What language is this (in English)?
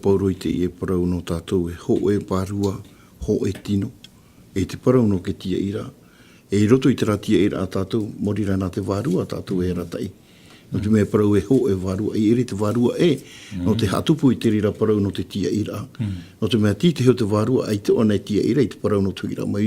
Tahitian